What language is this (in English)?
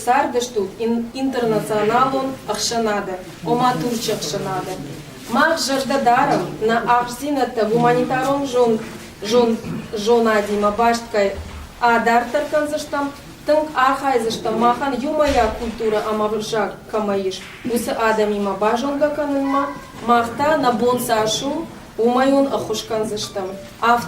Ossetic